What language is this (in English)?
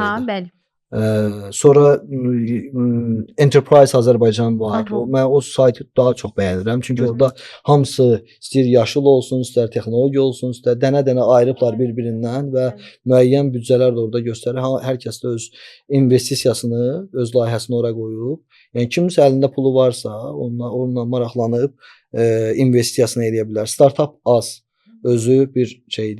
Azerbaijani